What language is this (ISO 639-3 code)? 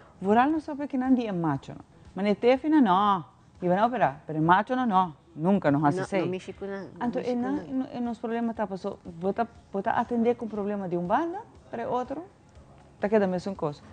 pap